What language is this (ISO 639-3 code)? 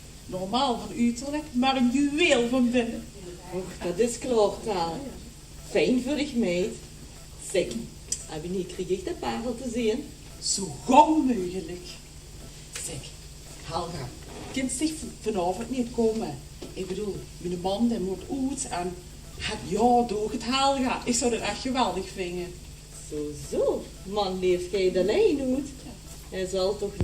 lim